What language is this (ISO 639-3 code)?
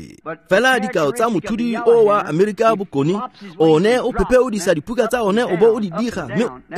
tsn